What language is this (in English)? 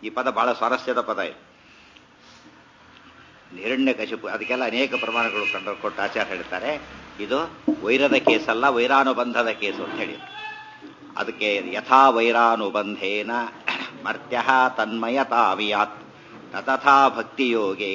Kannada